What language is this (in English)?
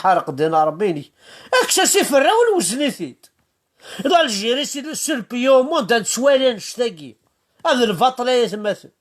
Kabyle